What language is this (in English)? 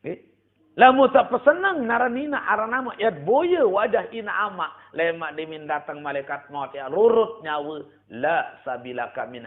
Sasak